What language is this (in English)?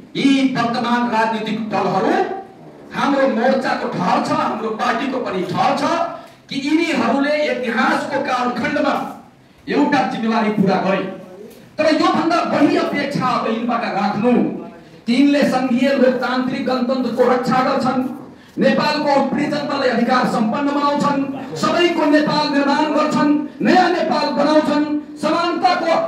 Nepali